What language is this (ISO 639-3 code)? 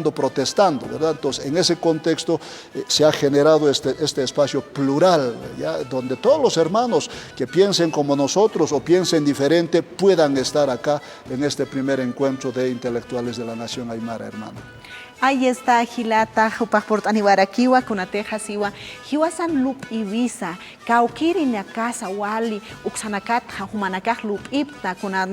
aym